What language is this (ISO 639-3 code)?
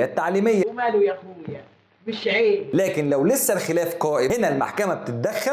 arz